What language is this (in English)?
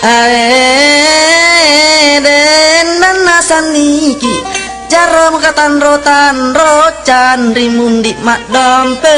Buginese